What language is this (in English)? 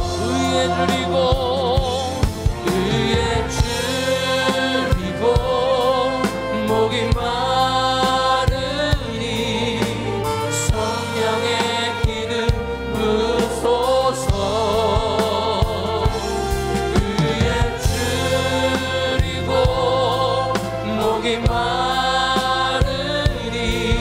Korean